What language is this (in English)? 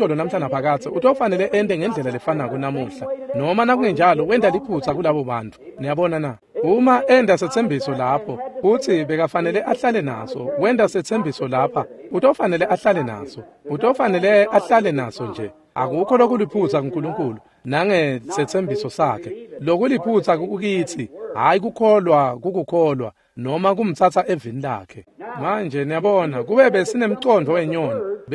Swati